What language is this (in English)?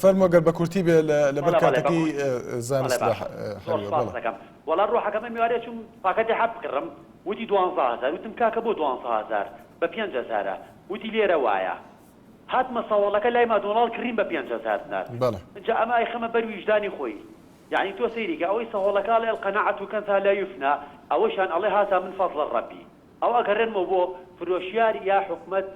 Central Kurdish